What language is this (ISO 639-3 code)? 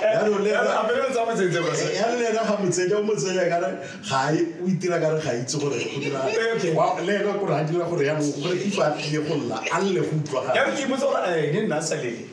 tsn